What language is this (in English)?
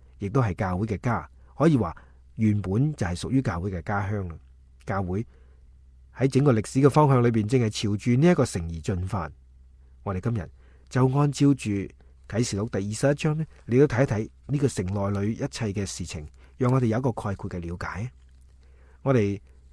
Cantonese